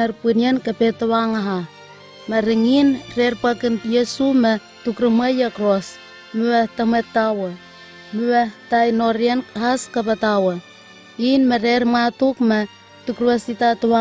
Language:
Southwest Tanna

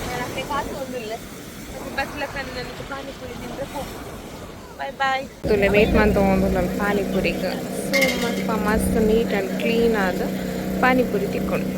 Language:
Tulu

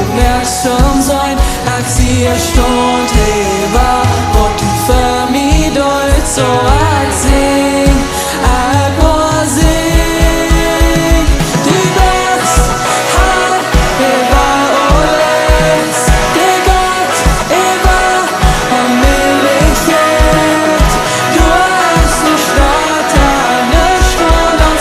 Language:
Plautdietsch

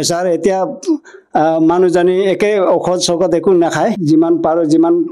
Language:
Assamese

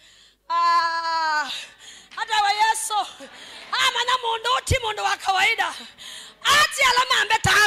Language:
Kamba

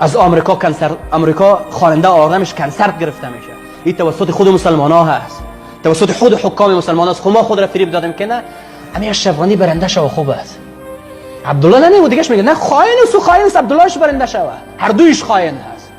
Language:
Persian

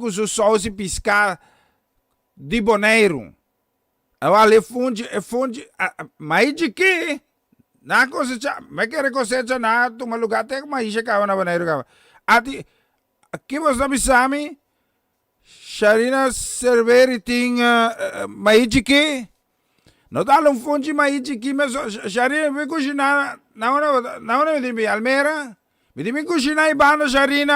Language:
Papiamento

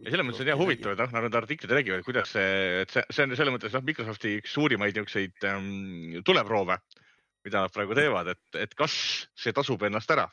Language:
Estonian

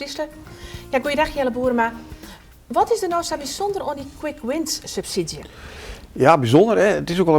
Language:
Western Frisian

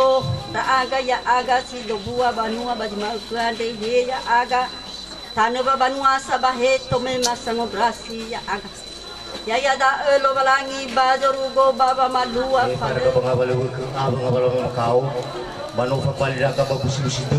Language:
Nias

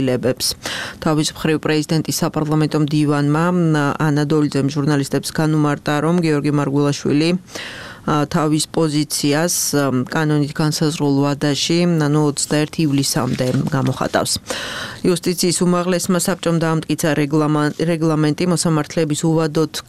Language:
Georgian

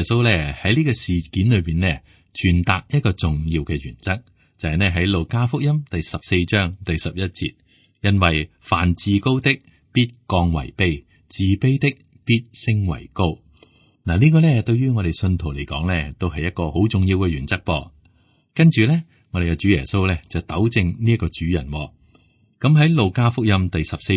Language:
Cantonese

